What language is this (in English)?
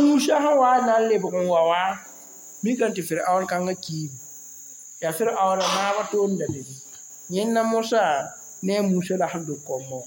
Mossi